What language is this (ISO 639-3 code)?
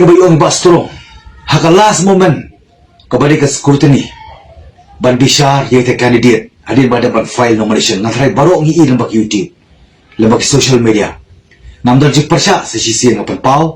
kha